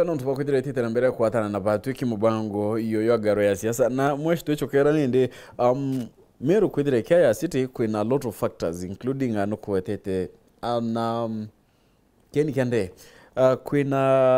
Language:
Meru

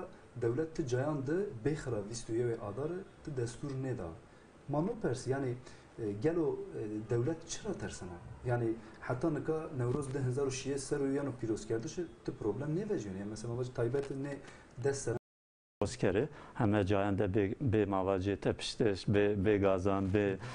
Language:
Zaza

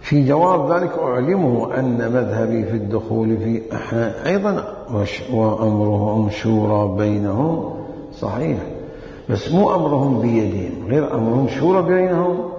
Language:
Mesopotamian Arabic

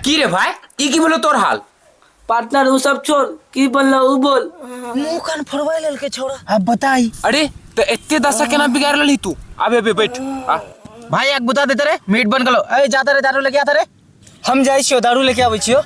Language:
Maithili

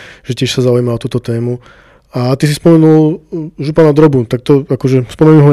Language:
Slovak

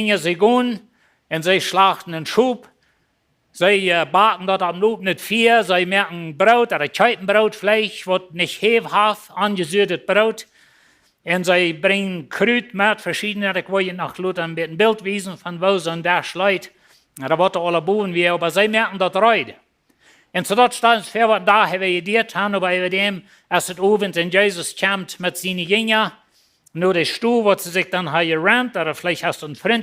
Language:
Plautdietsch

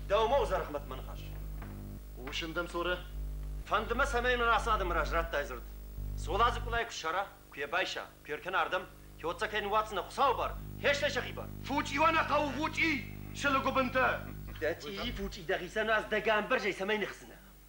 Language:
Ossetic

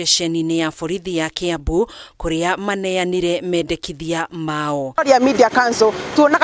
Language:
Kikuyu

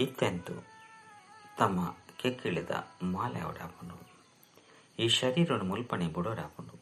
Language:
Tulu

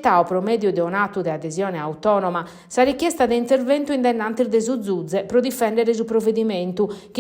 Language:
Sardinian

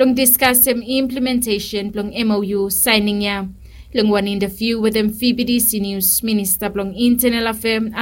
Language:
Bislama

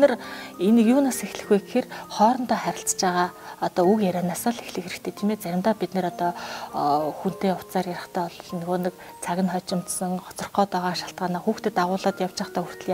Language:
Mongolian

